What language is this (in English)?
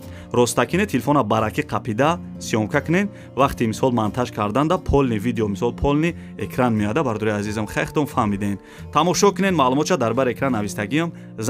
Tajik